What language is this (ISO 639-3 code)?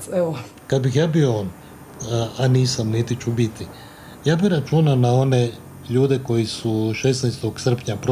hrv